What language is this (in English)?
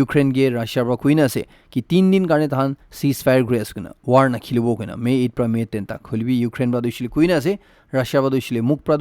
Naga Pidgin